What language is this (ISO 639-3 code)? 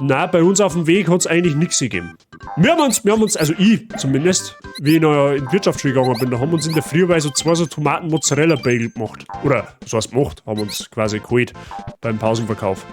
bar